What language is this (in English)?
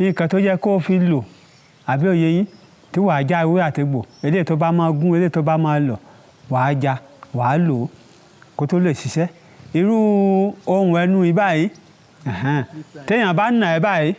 Yoruba